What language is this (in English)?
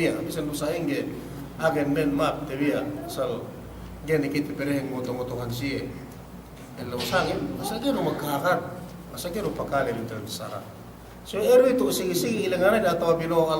Yakan